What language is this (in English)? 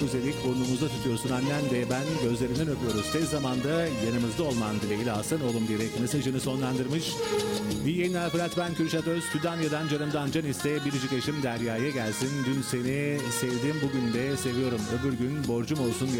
Turkish